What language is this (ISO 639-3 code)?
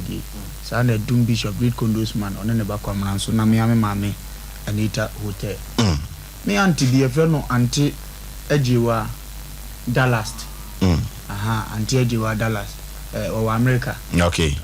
aka